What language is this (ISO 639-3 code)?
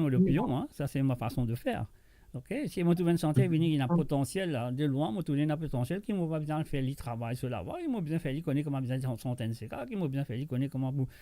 mfe